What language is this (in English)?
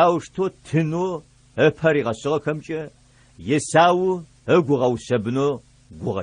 Adyghe